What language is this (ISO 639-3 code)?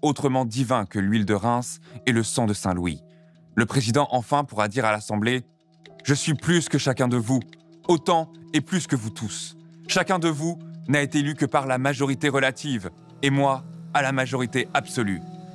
fra